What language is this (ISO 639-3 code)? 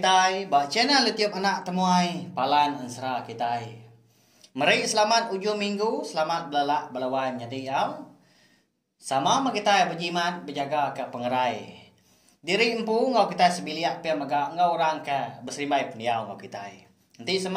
iba